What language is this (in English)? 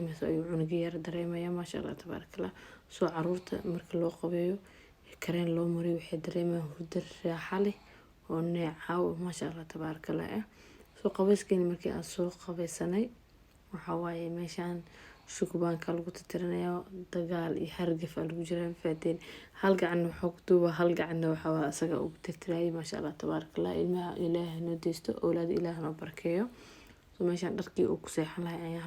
Somali